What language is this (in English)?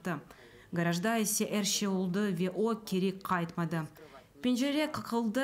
Crimean Tatar